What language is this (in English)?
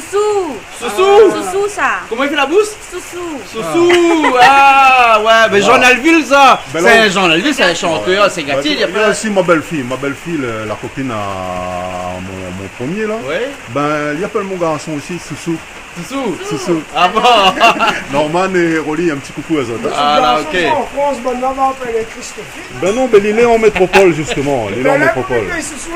Réunion Creole French